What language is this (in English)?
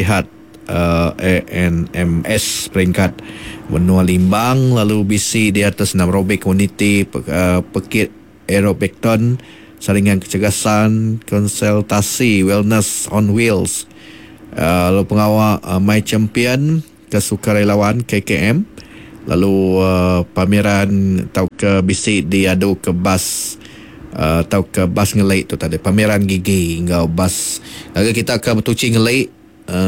Iban